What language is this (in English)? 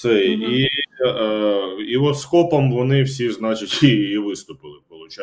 Ukrainian